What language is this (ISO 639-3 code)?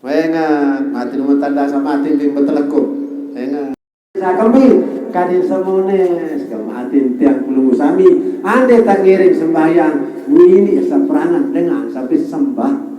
sas